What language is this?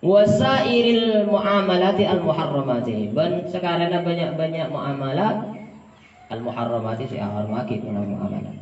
Madurese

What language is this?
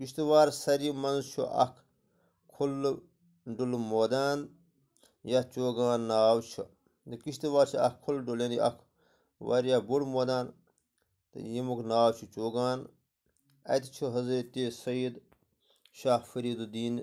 Kashmiri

